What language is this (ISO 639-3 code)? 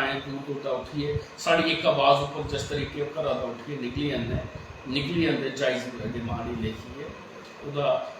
doi